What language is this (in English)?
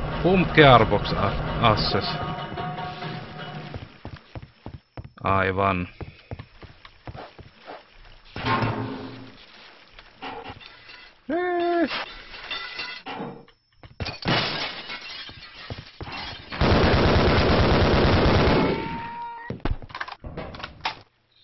Finnish